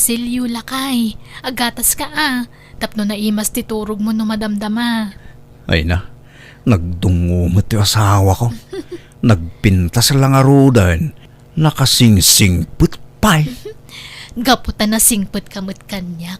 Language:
Iloko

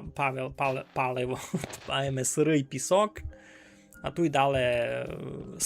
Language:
Rusyn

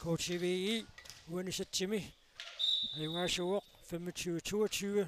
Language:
Kalaallisut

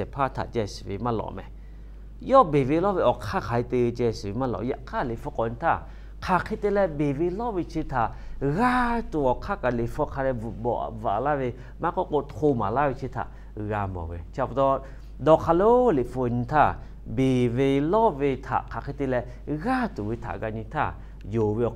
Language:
Lahu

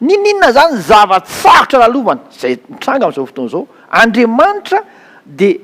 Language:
Malagasy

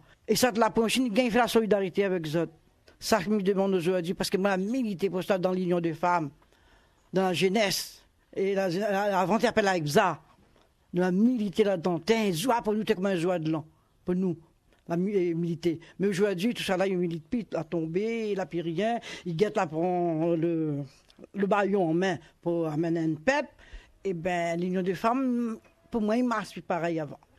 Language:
Réunion Creole French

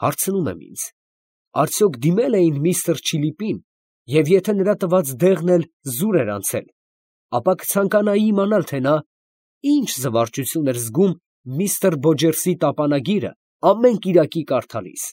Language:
Armenian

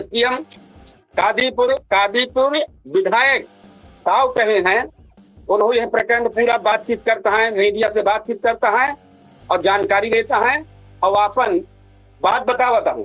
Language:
Awadhi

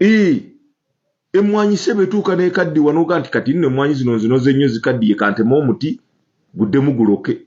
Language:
Ganda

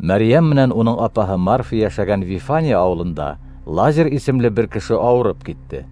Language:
Bashkir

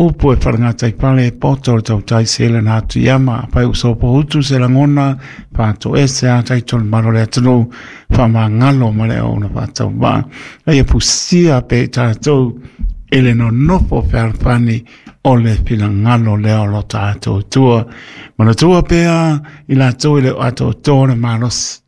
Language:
Samoan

